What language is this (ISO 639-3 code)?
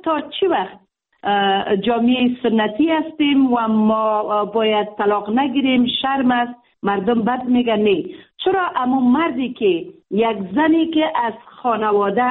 fas